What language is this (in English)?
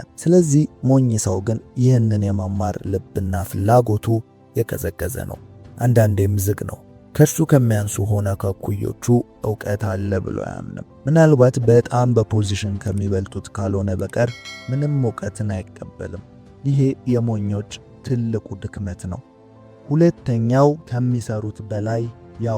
Amharic